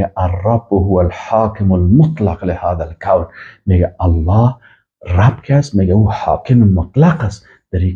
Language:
Persian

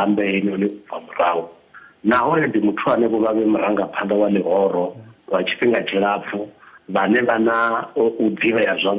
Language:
Venda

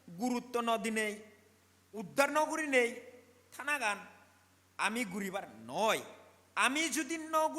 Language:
Chakma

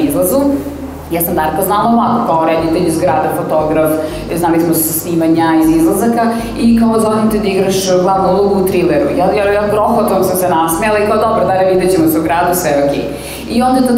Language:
Serbian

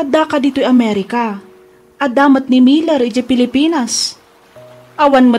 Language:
Iloko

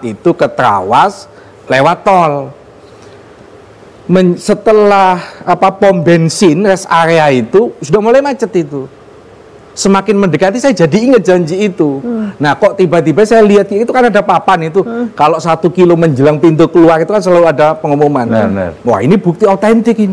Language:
Indonesian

